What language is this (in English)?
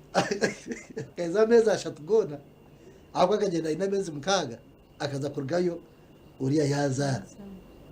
Nyankole